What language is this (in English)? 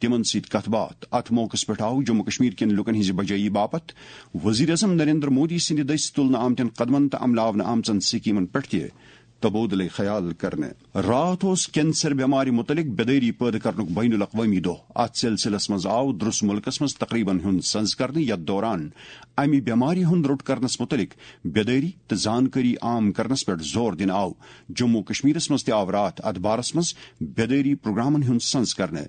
Kashmiri